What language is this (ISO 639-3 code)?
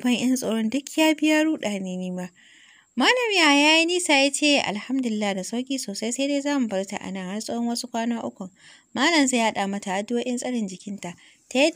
hau